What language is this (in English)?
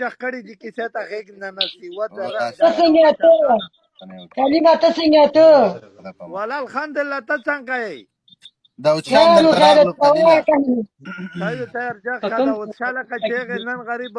Pashto